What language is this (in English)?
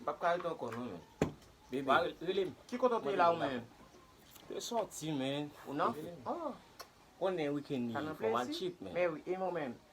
Haitian Creole